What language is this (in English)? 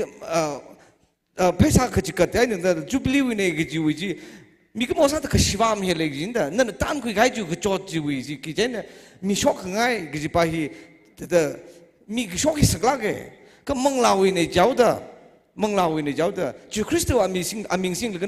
Tangkhul Naga (India)